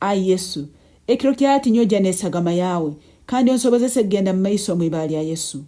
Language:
Nyankole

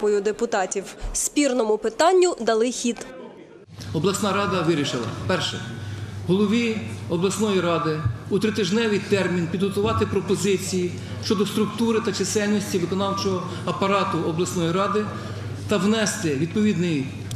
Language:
Ukrainian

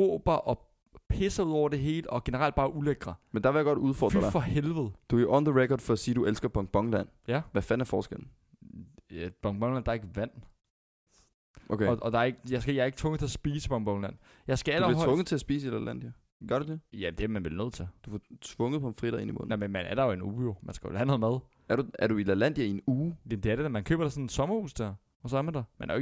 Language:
Danish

